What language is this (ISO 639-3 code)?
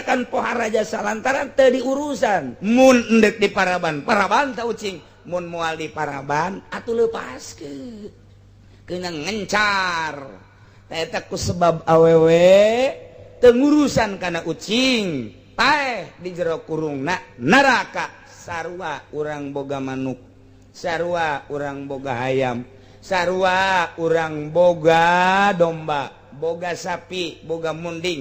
sun